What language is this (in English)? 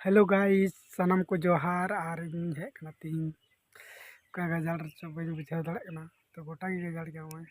Santali